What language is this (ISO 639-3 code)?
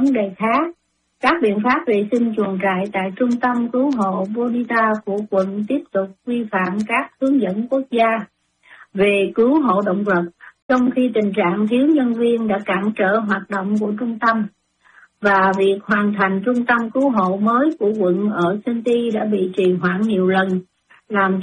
vie